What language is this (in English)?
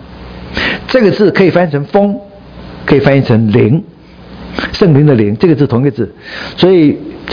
Chinese